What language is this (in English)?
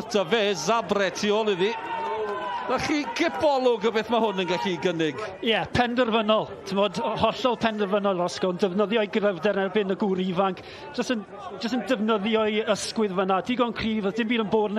Welsh